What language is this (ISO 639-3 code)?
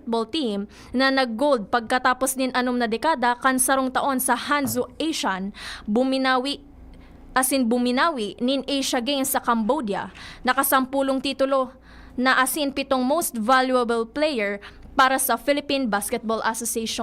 bik